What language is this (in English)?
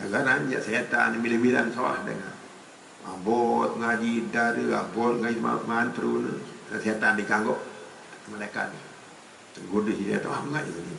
Sasak